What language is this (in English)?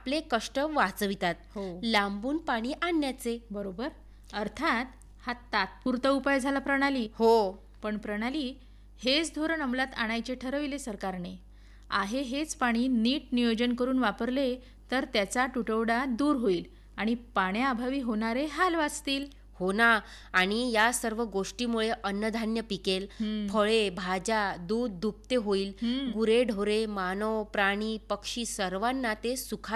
Marathi